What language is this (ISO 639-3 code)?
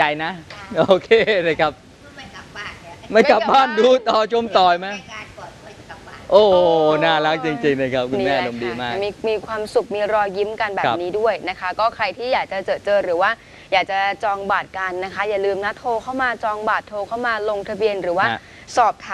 tha